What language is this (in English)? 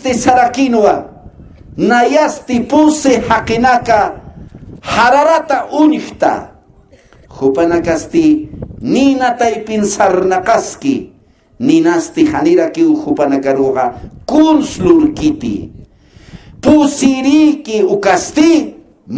Aymara